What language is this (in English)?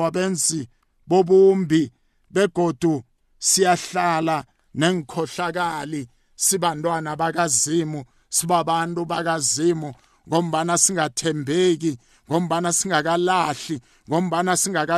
South Ndebele